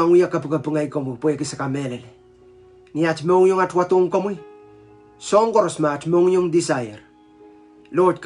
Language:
Pohnpeian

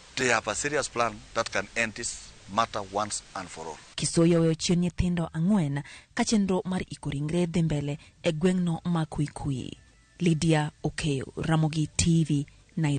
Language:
Luo (Kenya and Tanzania)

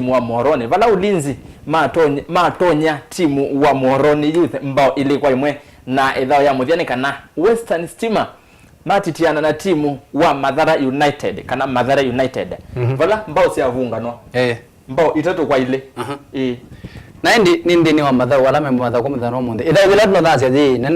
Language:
Kamba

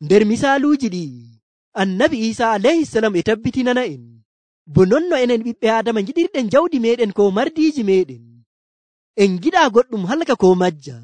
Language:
Nigerian Fulfulde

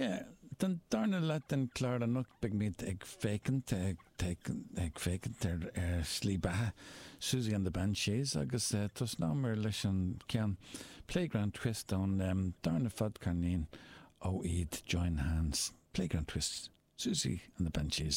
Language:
Irish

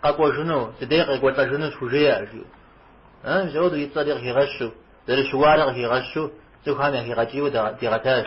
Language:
Kabardian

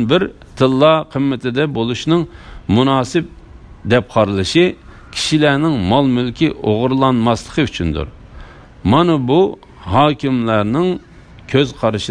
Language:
Uyghur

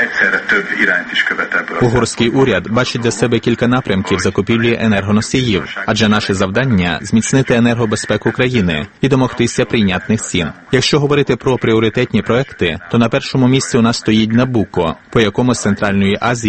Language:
Ukrainian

